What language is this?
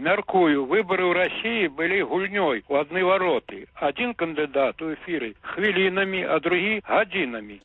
Belarusian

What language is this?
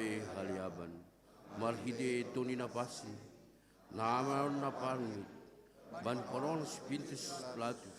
Batak Simalungun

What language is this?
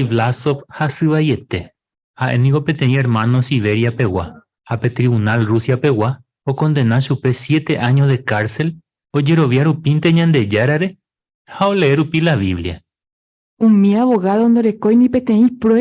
Guarani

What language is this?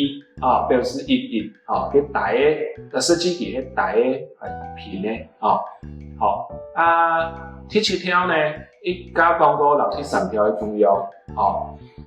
Hakka Chinese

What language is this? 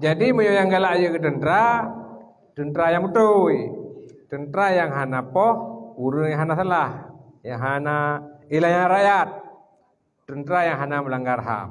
Achinese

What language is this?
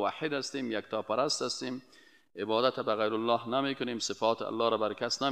Persian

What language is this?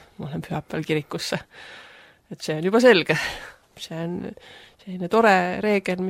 Estonian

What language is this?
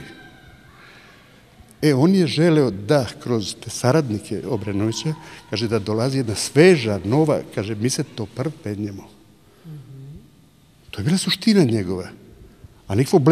Serbian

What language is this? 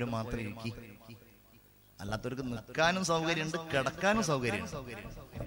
Malayalam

